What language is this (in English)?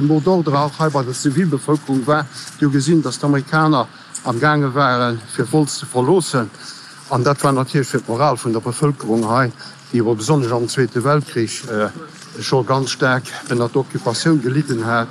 Luxembourgish